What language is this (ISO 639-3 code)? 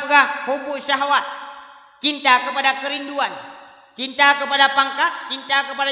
ace